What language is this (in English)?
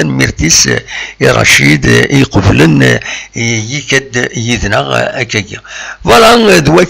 Kabyle